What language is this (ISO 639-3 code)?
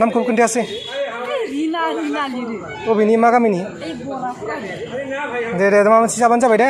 brx